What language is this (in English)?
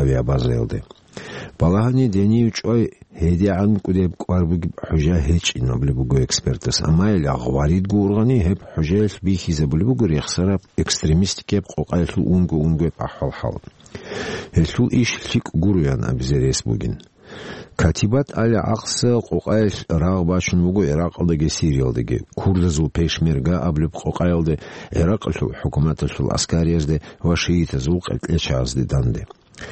Avaric